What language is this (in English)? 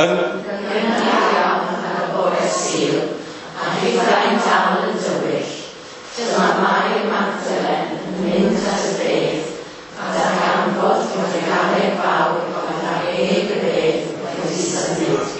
Welsh